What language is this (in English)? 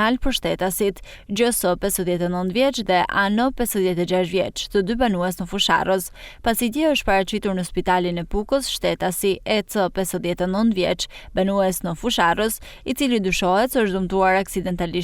Albanian